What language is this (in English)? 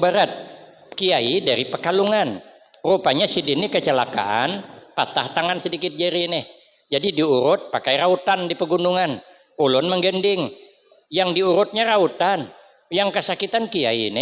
Banjar